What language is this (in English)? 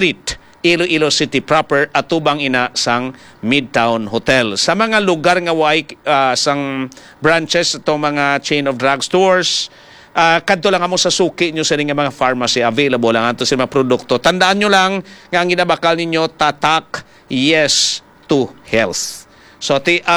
Hiligaynon